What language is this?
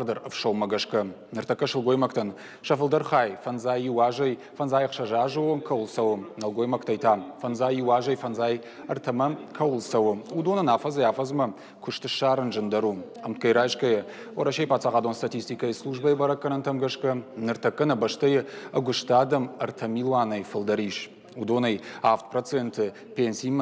Ossetic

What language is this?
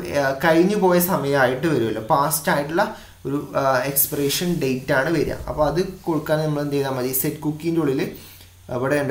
Malayalam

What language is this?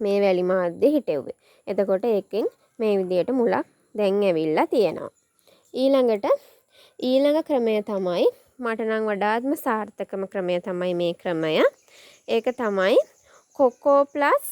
Sinhala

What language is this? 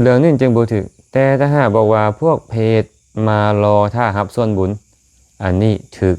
Lao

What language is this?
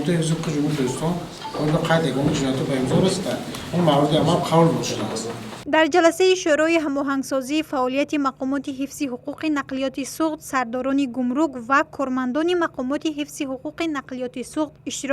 Tajik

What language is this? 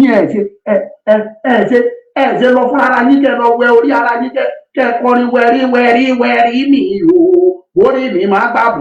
Yoruba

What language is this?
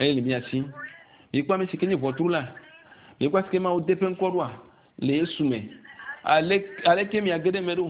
Ewe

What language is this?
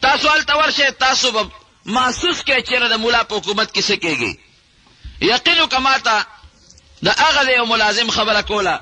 Pashto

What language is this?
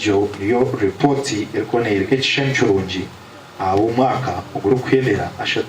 Nyankole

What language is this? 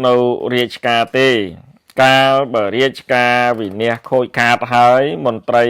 Khmer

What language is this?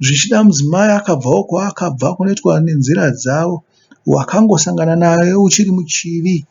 Shona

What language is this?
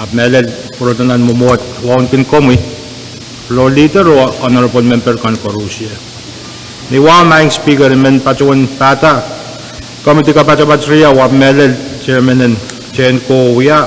Pohnpeian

